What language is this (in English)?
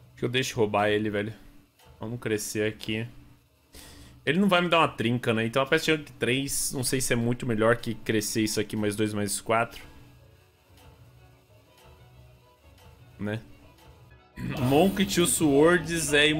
Portuguese